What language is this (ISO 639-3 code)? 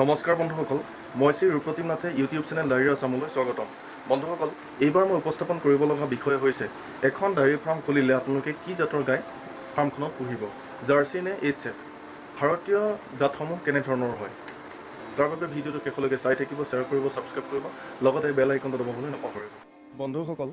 asm